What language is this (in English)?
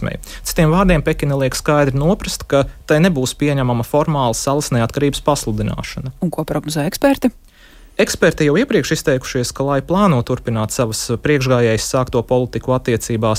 Latvian